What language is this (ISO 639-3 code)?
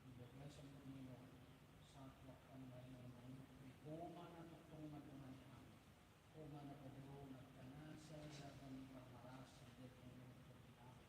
bbc